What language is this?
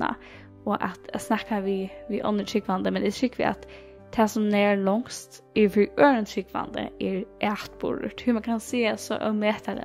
Faroese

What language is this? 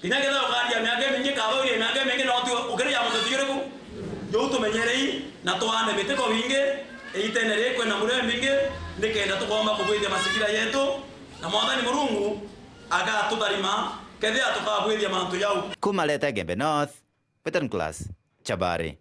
Meru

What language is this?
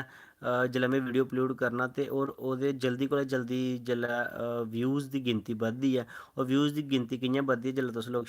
Dogri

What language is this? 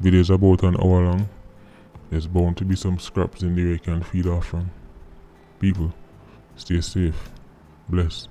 Jamaican Creole English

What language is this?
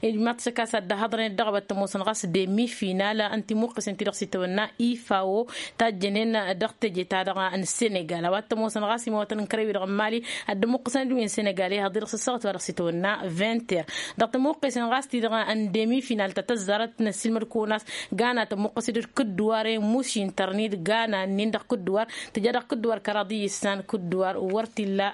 Tamasheq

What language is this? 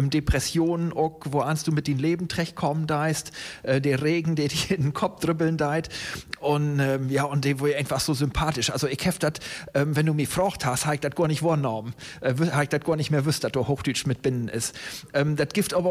German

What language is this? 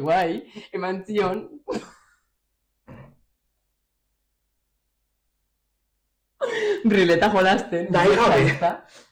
Basque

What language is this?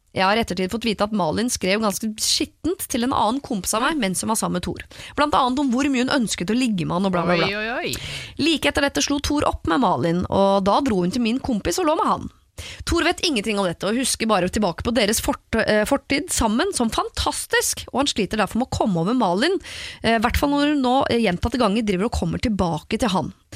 Norwegian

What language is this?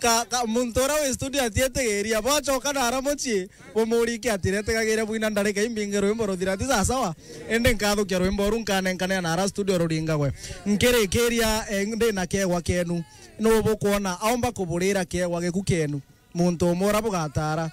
Meru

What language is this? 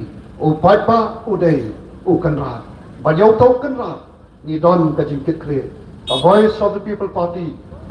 Khasi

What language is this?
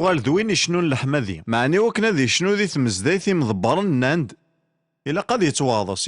Kabyle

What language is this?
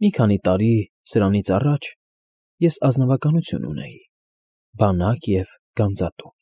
Armenian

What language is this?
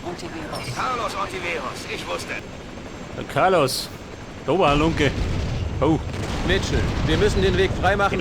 Bavarian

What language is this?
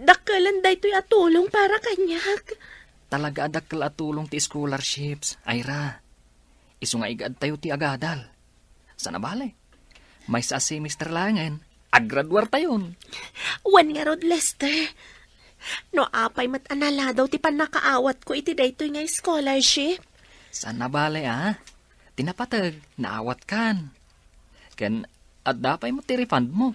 Iloko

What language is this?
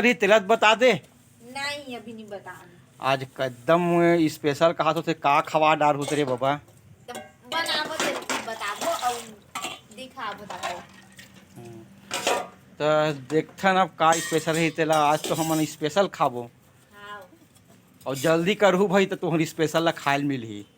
Chhattisgarhi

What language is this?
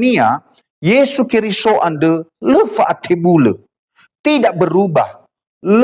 Nias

